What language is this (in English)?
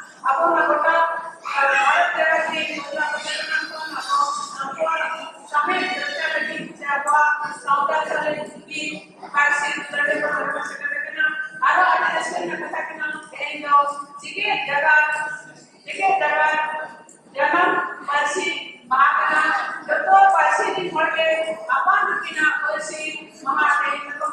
Santali